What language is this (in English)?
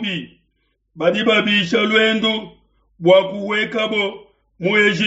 Luba-Lulua